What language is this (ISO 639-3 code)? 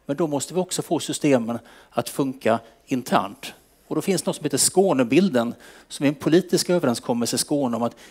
swe